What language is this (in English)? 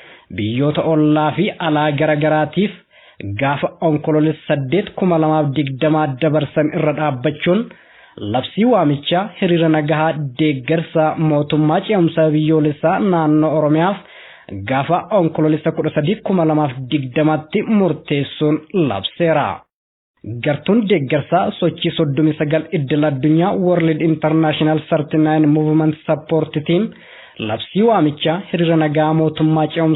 Oromo